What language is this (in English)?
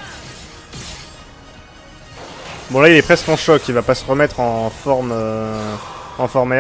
French